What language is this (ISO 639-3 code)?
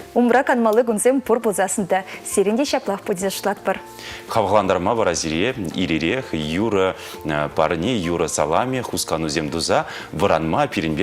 chv